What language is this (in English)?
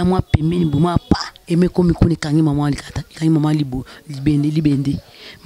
Lingala